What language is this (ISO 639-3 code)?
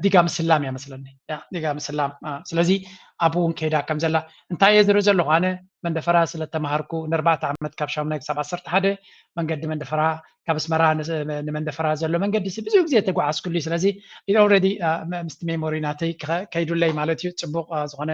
tir